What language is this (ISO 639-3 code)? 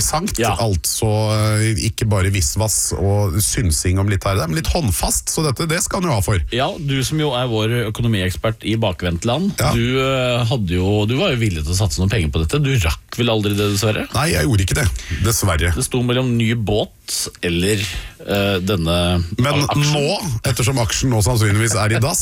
nor